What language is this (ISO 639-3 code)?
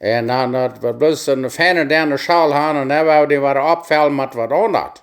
pdt